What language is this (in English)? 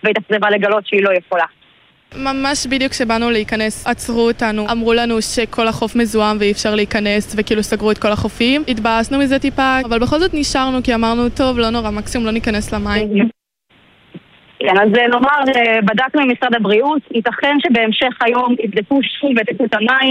Hebrew